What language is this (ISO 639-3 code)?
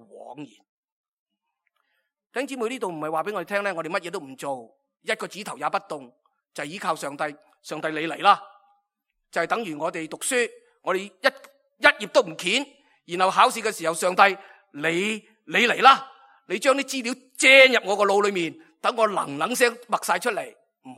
yue